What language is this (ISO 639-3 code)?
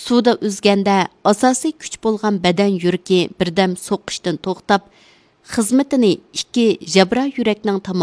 uig